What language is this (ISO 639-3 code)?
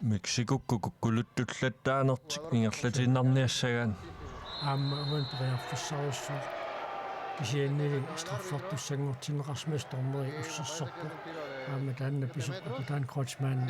kal